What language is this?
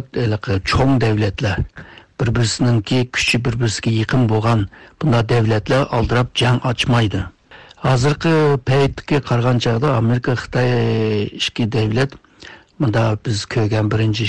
Uyghur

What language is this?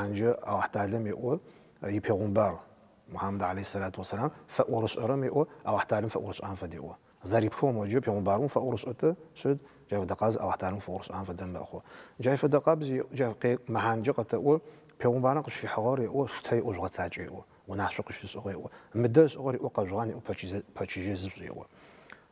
Adyghe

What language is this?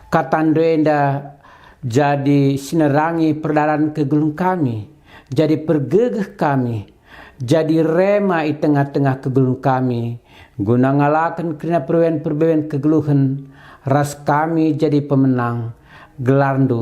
Batak Karo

